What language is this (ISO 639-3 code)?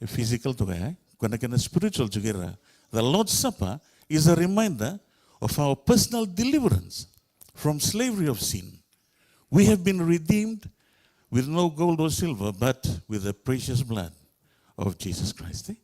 fij